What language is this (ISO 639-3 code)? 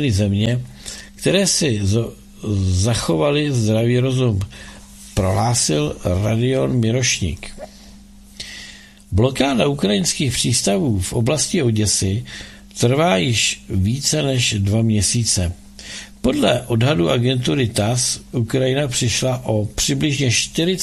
ces